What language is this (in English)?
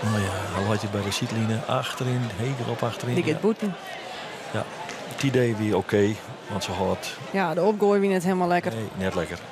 Western Frisian